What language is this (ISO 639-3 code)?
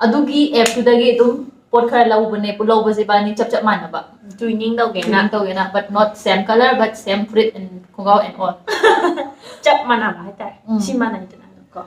mni